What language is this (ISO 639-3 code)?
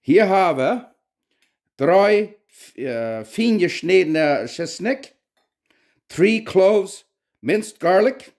pdt